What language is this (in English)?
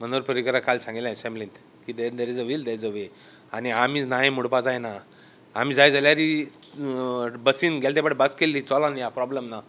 Konkani